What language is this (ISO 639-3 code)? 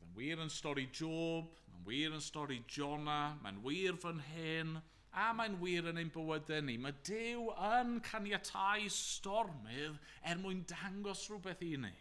cym